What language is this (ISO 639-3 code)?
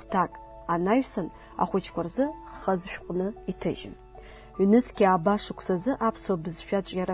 abk